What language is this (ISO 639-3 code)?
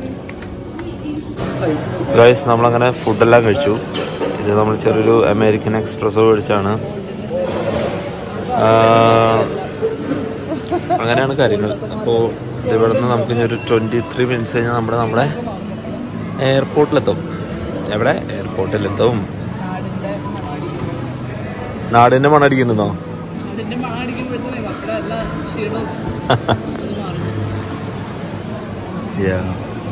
mal